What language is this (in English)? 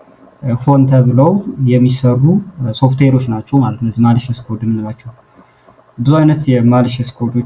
Amharic